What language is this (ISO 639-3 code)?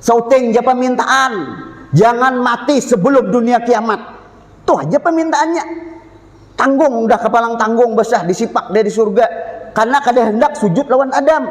bjn